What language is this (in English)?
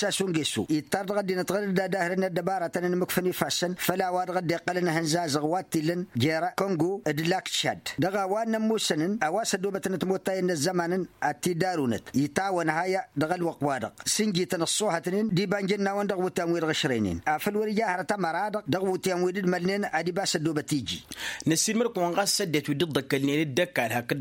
Tamasheq